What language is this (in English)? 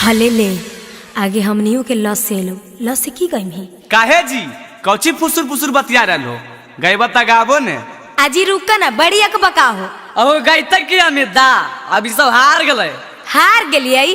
Magahi